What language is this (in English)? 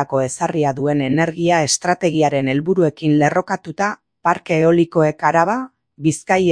Basque